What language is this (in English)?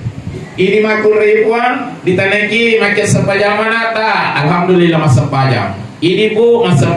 Buginese